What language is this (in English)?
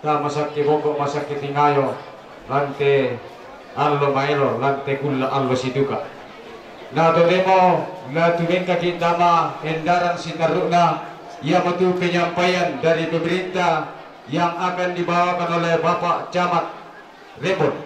Toraja-Sa'dan